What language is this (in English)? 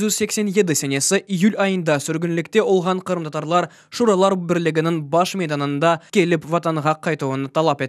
Crimean Tatar